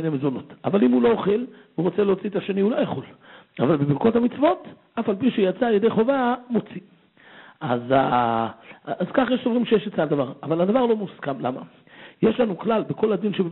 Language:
Hebrew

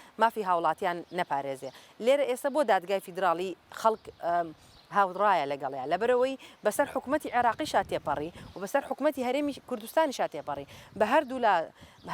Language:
Central Kurdish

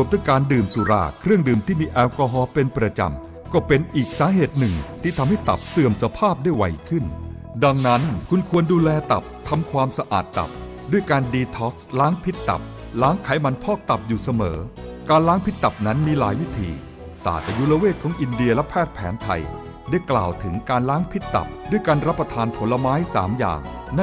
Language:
Thai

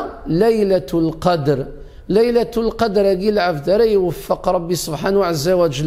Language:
Kabyle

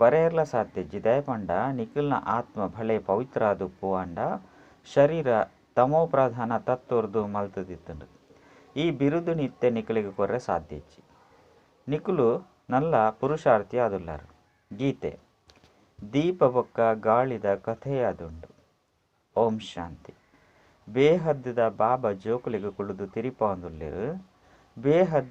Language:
Tulu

